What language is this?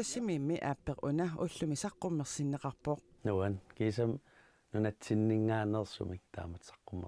Kalaallisut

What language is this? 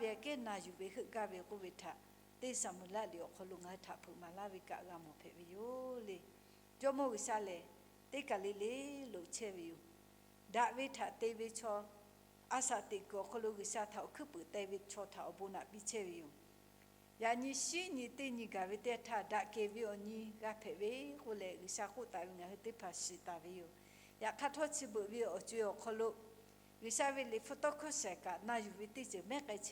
Lahu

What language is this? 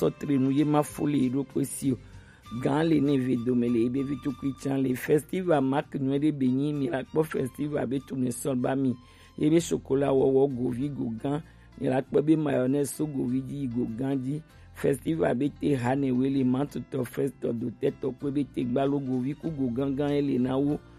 Gen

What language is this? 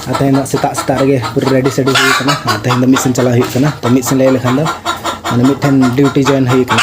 Santali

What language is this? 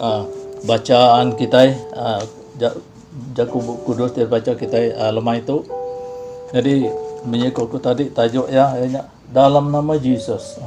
Iban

